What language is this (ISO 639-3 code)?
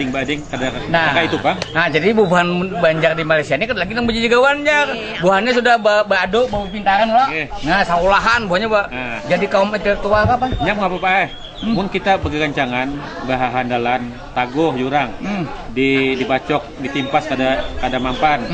bjn